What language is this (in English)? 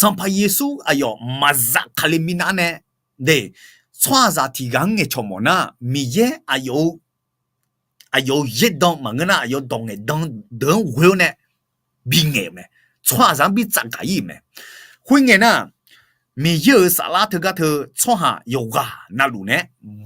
Akha